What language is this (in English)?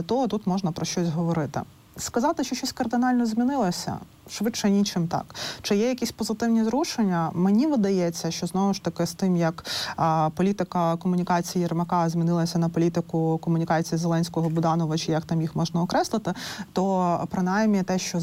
Ukrainian